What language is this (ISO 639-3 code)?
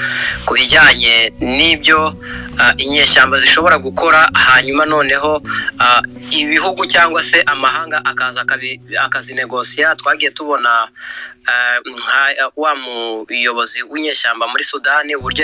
kin